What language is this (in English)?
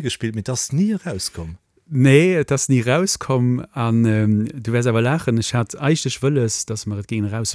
Luxembourgish